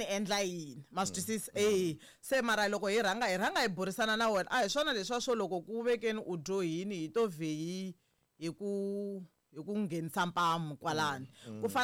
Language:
Tsonga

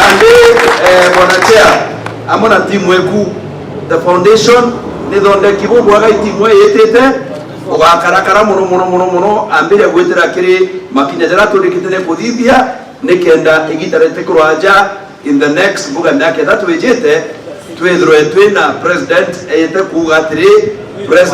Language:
Meru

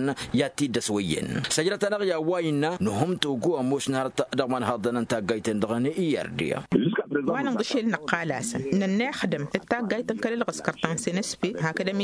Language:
Tamasheq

